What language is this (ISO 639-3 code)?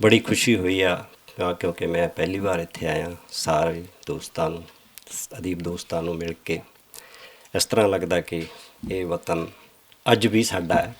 lah